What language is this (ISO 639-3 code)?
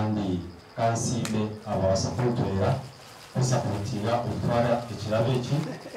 nyn